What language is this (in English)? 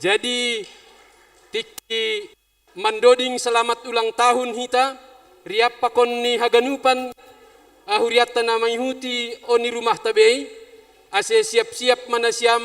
Batak Simalungun